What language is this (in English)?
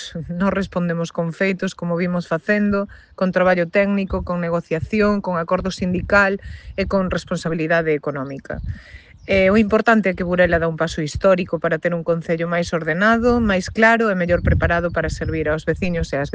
Galician